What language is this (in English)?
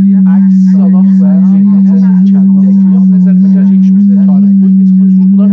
South Azerbaijani